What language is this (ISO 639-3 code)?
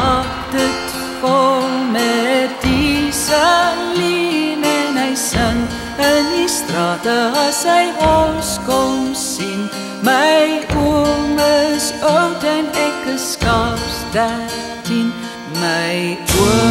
afr